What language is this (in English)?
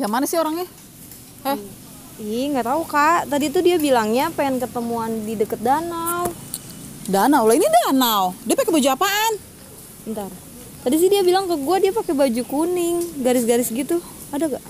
Betawi